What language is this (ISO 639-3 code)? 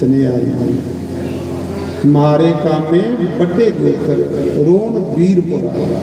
doi